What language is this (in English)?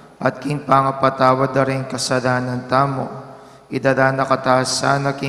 Pampanga